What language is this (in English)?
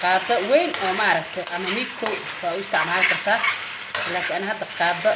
Somali